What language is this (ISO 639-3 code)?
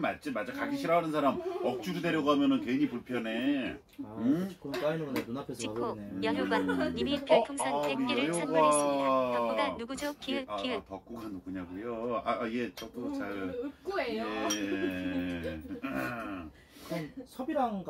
kor